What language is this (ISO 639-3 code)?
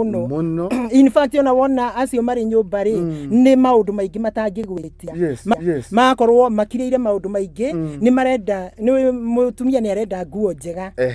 kik